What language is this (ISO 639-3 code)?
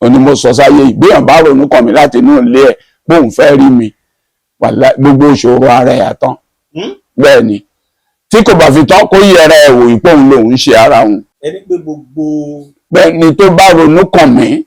yor